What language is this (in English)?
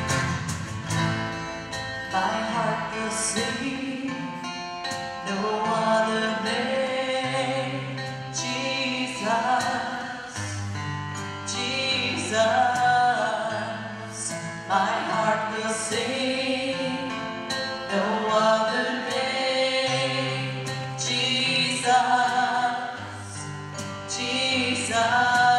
English